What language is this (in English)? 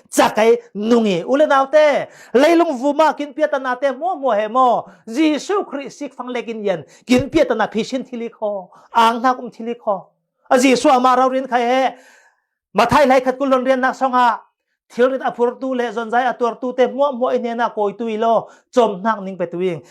Falam Chin